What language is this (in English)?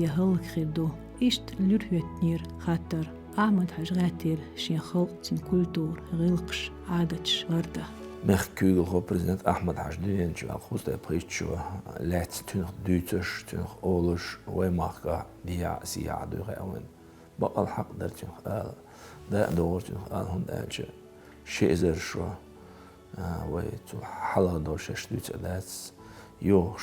Chechen